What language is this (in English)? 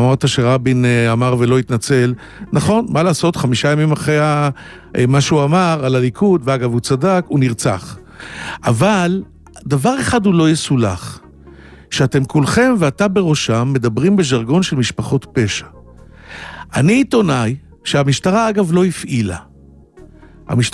Hebrew